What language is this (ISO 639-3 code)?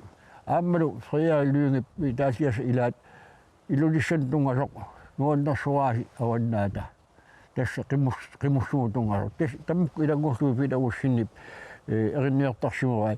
kal